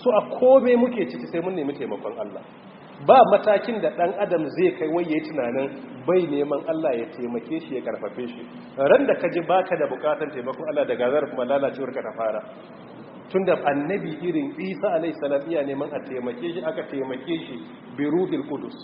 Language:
Hausa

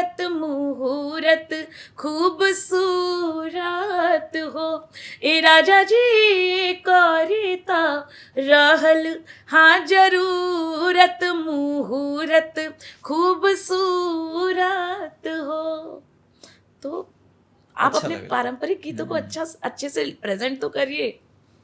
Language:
Bhojpuri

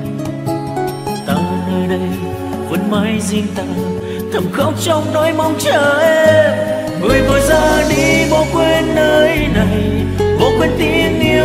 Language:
Vietnamese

